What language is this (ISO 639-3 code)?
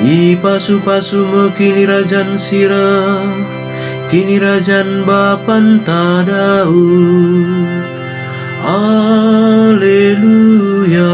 btx